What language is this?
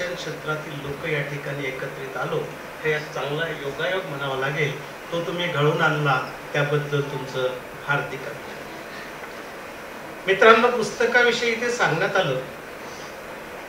Marathi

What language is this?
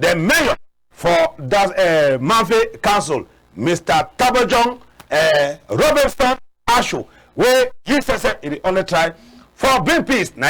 Cameroon Pidgin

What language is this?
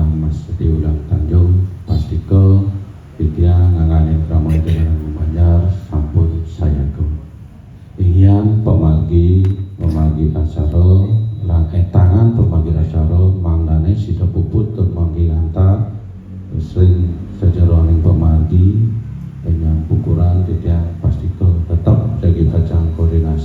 Balinese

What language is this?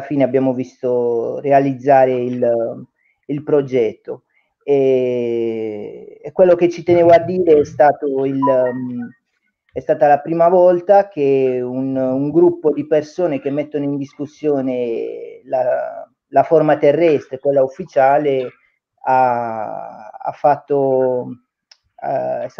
Italian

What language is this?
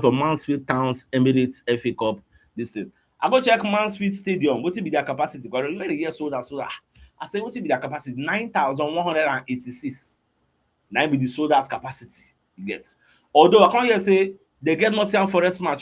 Nigerian Pidgin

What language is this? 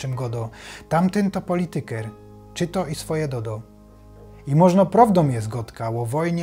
Silesian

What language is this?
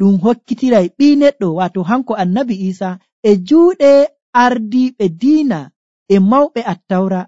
Nigerian Fulfulde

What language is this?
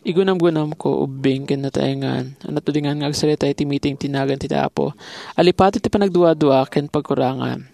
Iloko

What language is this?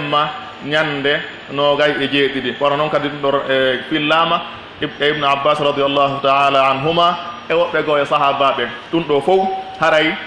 Pular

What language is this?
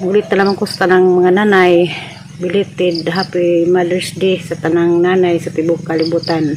Cebuano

